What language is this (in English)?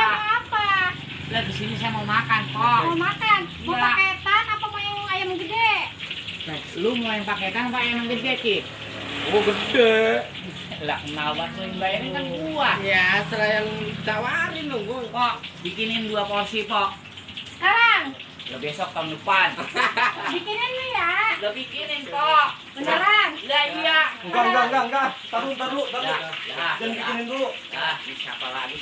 Betawi